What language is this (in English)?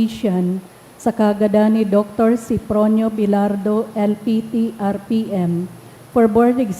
Bikol